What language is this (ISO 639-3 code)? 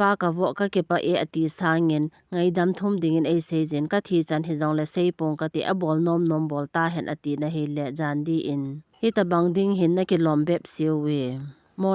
tcz